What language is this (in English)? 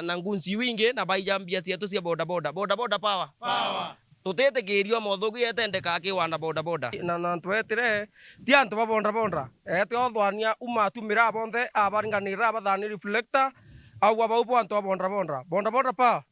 Meru